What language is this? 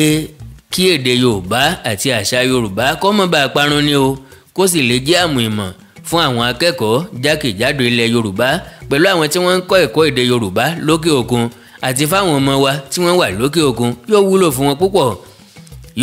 Yoruba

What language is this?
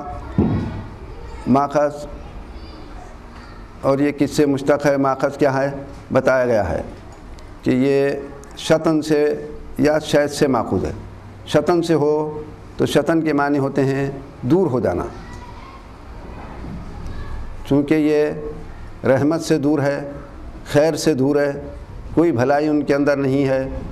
Urdu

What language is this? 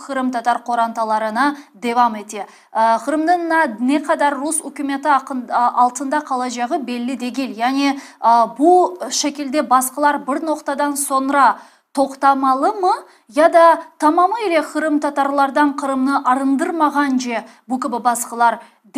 Crimean Tatar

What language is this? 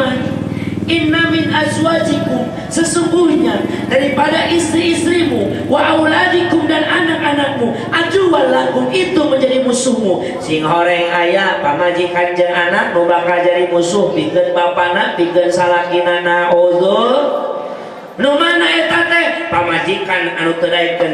Sundanese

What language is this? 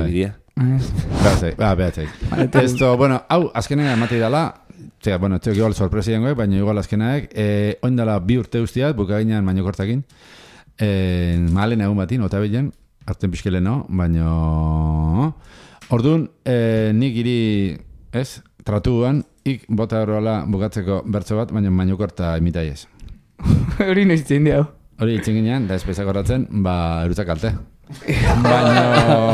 Basque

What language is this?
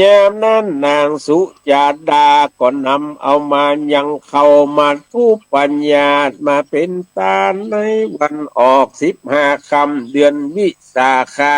Northern Thai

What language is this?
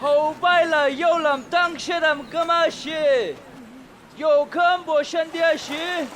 Chang Naga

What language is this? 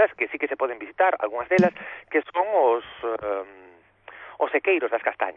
Galician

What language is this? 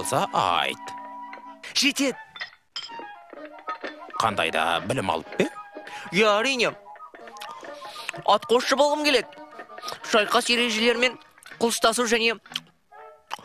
Kazakh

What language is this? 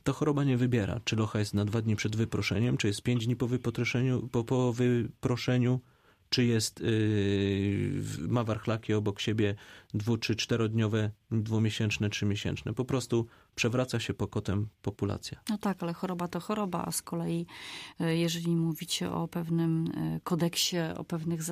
Polish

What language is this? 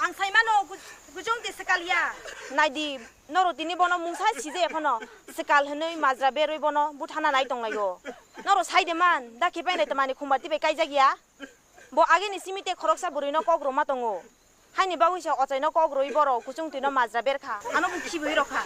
Kok Borok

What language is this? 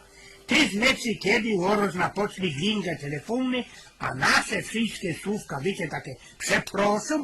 Silesian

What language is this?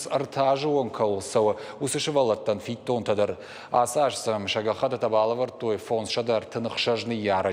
Ossetic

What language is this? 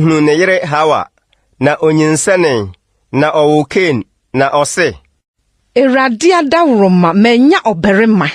Akan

